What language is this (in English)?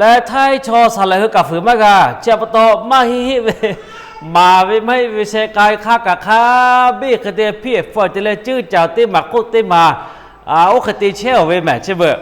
Lahu